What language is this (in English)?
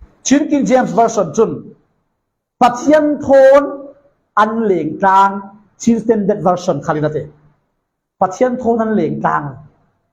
Falam Chin